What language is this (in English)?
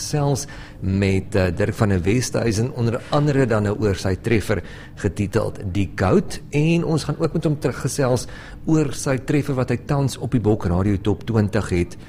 Afrikaans